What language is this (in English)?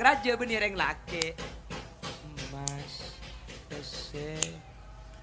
Madurese